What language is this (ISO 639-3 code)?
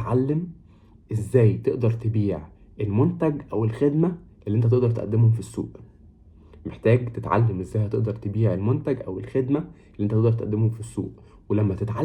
arz